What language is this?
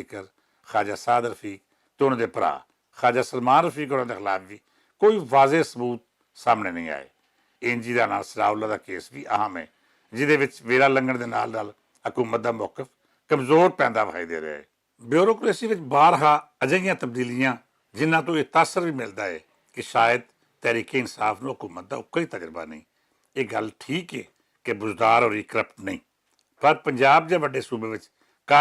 Western Panjabi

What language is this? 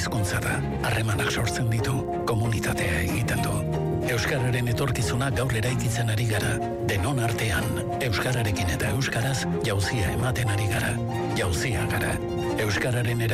Basque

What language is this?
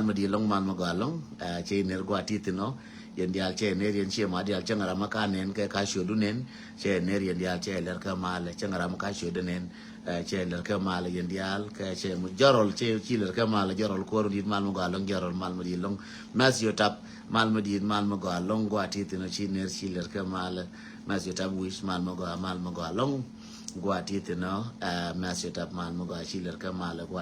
Nuer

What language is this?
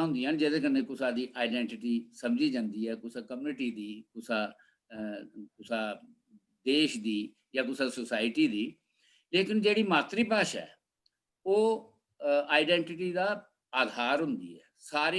Dogri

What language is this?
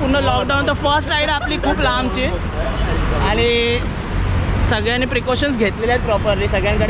Marathi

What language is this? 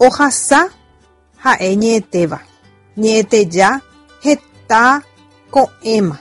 Guarani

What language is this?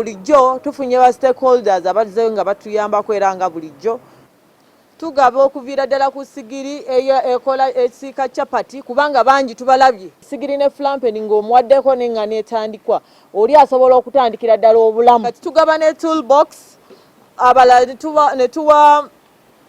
Ganda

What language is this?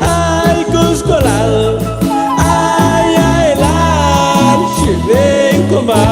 Chuj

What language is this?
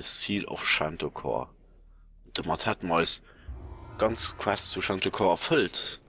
Luxembourgish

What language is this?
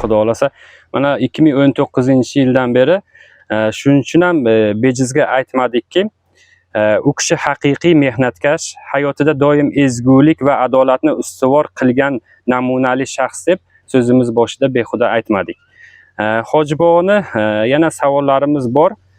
Uzbek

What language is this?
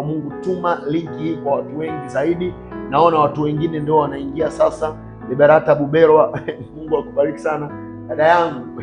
Swahili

